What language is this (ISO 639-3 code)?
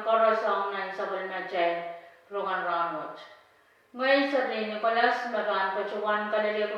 pon